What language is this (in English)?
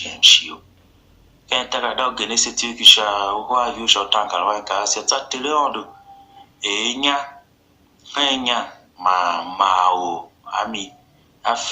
Tiv